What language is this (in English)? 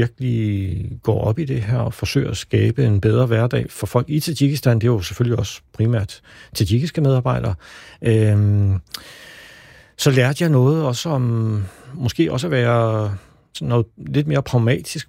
Danish